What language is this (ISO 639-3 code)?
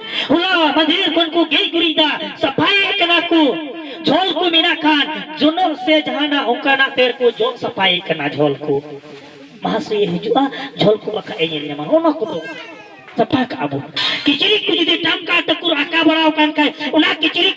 sat